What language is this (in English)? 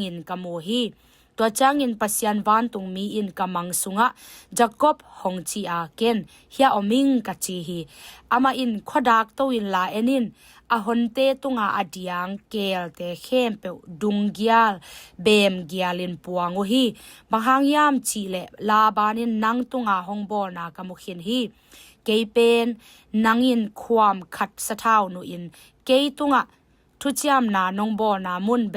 Tedim Chin